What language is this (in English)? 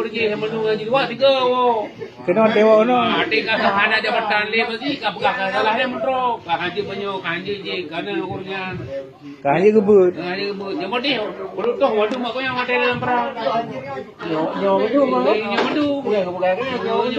Achinese